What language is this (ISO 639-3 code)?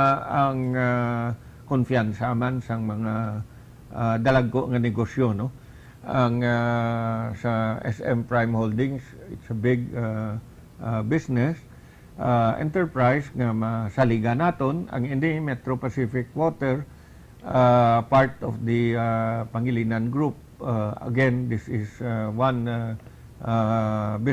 hil